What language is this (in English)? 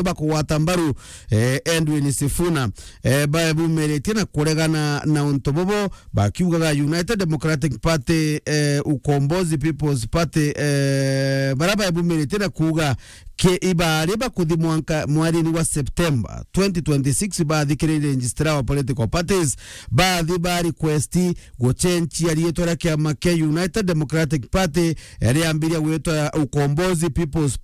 Meru